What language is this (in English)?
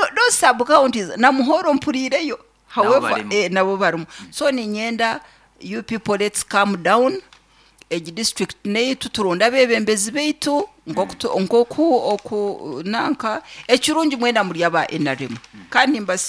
Nyankole